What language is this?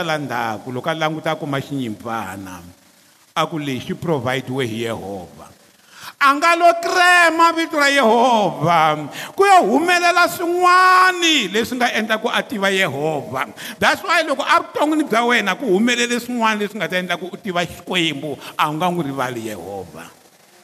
Tsonga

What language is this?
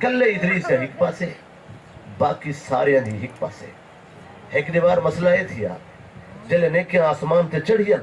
Saraiki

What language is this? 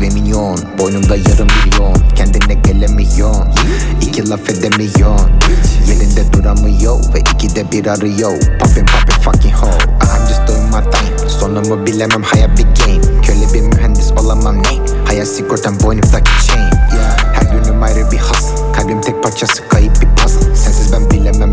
Turkish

